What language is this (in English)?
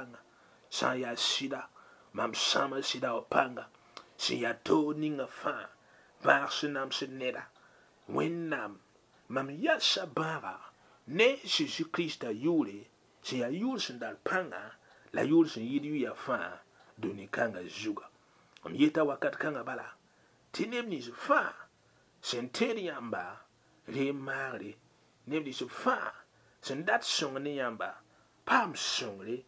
Mossi